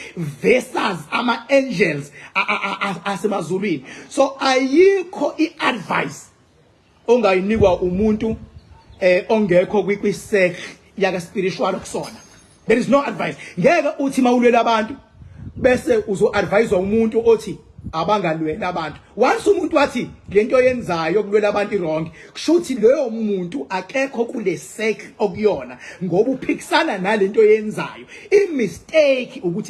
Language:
Zulu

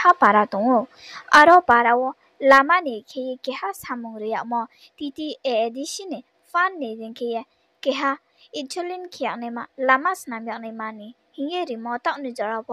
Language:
Riang (India)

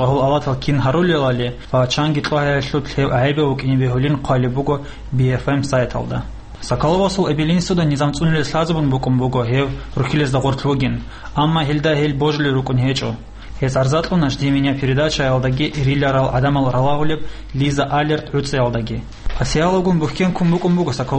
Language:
Avaric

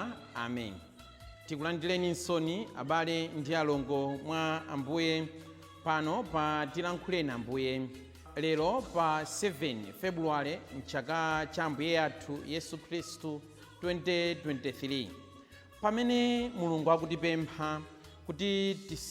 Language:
Nyanja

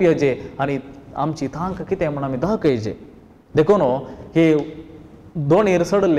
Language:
Konkani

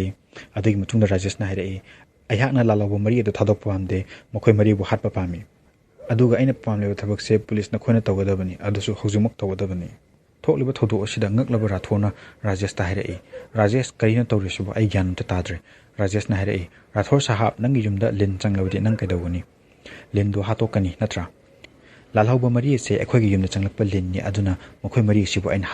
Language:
Manipuri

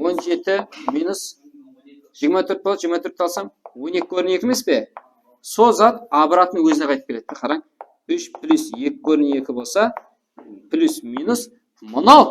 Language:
Kara-Kalpak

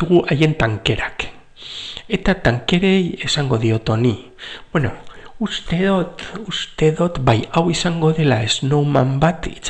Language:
Basque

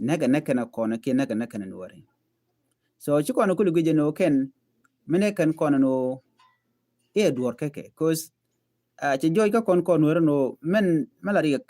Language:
Nuer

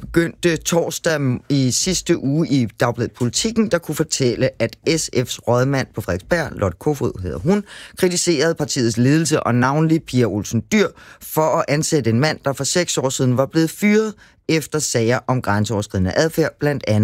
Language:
Danish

